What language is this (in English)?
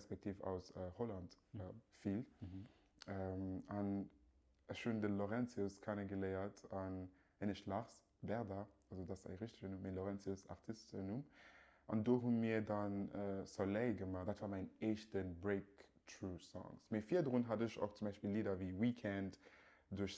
Luxembourgish